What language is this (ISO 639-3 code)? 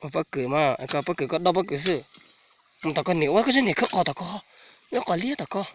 hmn